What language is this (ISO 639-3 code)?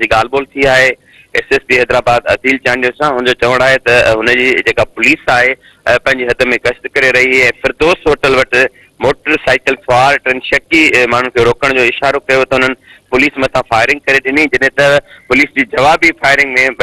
snd